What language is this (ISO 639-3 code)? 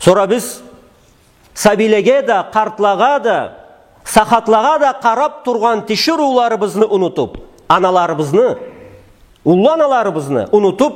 krc